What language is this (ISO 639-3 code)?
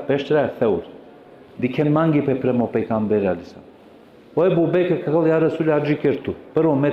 rmn